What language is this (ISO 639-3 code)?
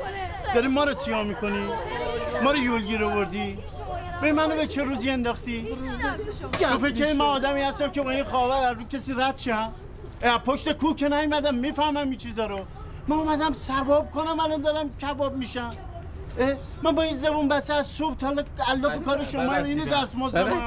fas